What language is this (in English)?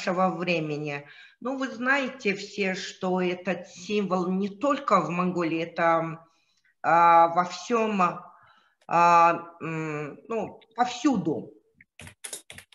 Russian